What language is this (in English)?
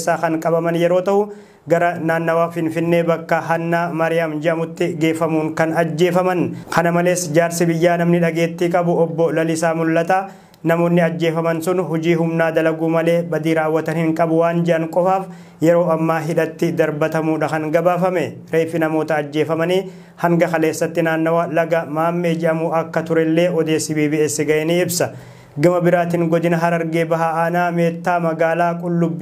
Oromo